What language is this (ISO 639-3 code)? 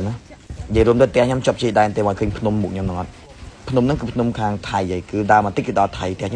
khm